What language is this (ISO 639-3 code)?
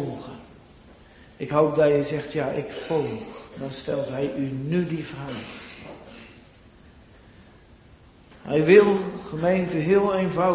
nld